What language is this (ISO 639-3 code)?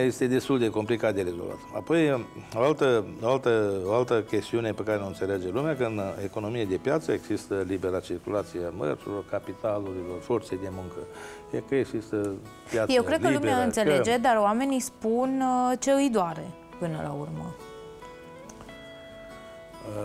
ron